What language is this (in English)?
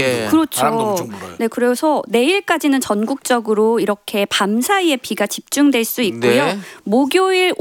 Korean